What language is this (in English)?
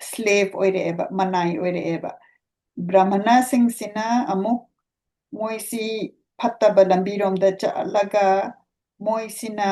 Manipuri